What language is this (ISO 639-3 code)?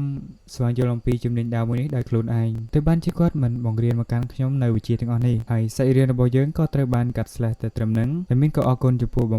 khm